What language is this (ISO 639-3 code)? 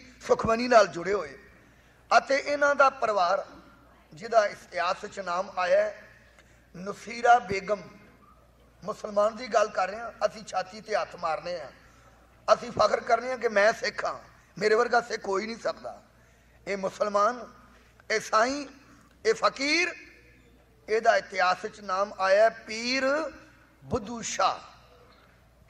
pan